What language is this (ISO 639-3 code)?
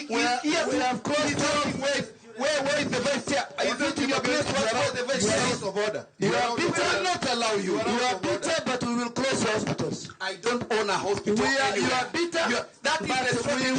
luo